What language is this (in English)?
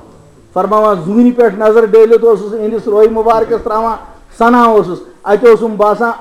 Kashmiri